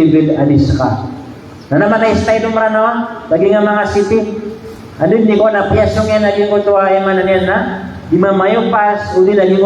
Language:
Maranao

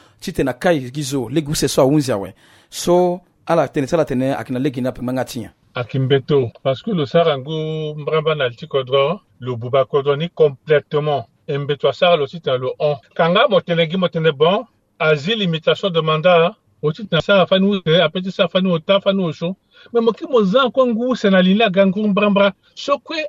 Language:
Sango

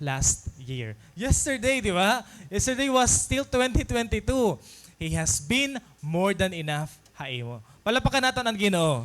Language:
Waray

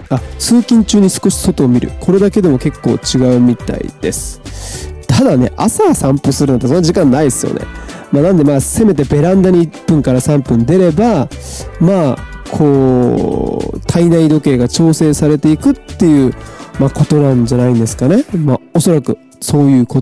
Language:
Japanese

